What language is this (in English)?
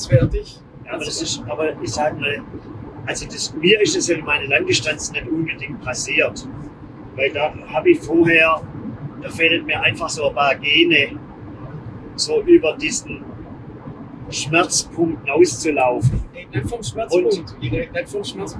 German